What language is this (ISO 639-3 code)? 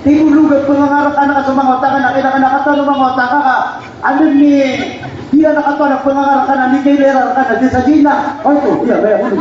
mrw